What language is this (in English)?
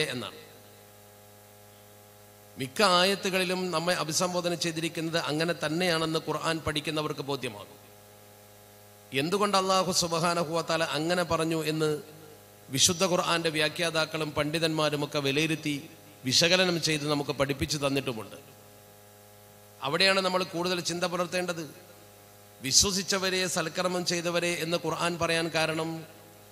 Malayalam